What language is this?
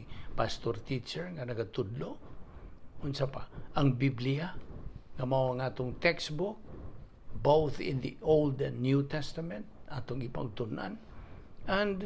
Cebuano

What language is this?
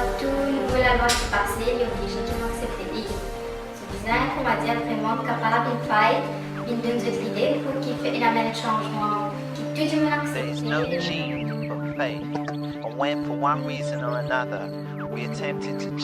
Morisyen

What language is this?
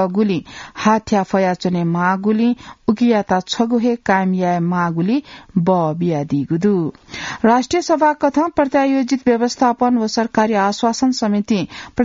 Newari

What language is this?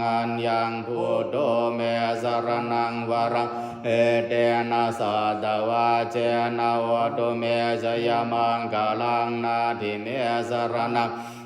Pali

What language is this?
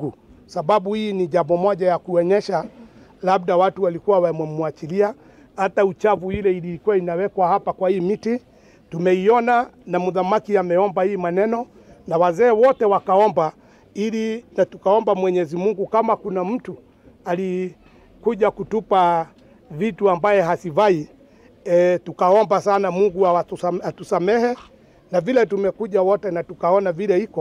Swahili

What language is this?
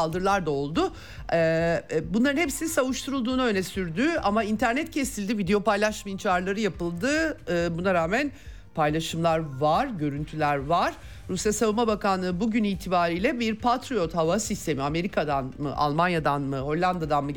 Turkish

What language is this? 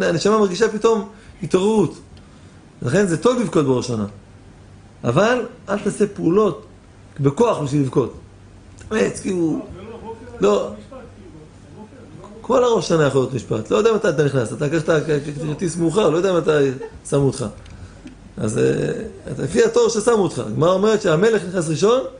Hebrew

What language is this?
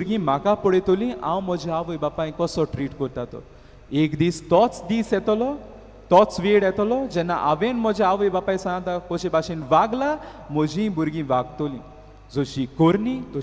Konkani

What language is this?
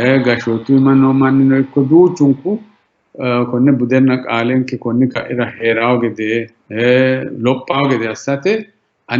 Sidamo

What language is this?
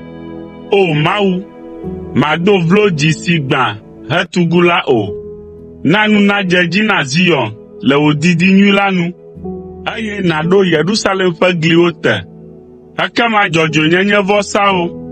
Ewe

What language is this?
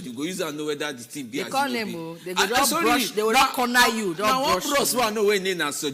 Nigerian Pidgin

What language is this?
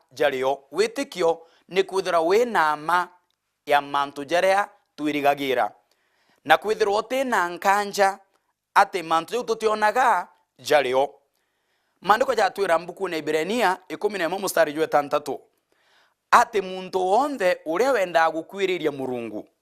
Meru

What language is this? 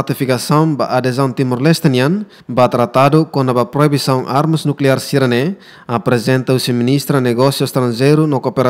Tetum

